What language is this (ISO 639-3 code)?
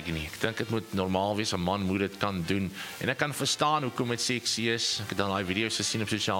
afr